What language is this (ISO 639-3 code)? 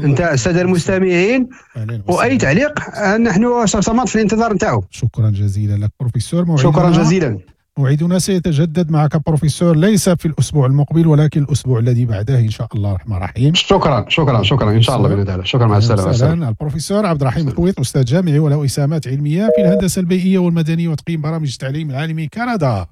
ary